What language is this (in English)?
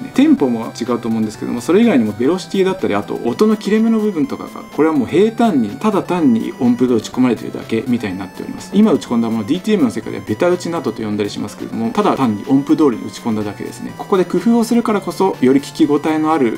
Japanese